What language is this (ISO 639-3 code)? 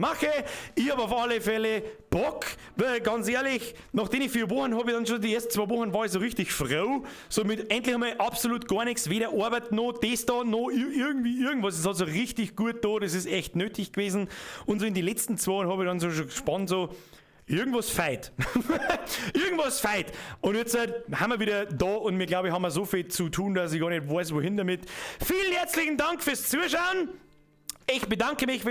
bar